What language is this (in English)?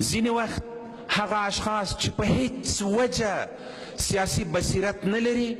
Pashto